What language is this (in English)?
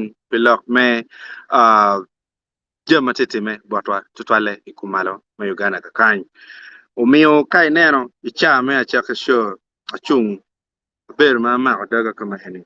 Acoli